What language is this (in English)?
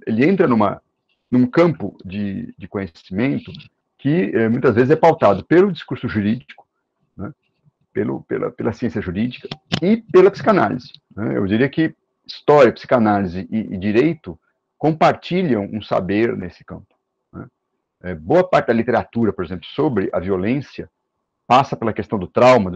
Portuguese